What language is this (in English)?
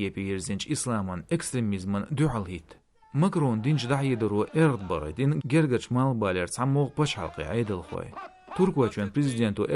Chechen